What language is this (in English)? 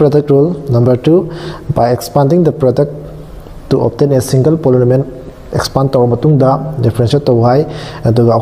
Manipuri